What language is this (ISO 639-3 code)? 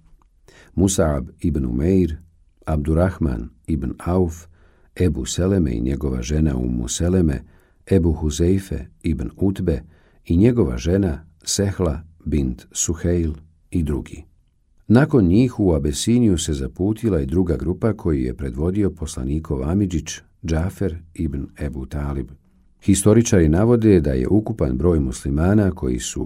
bos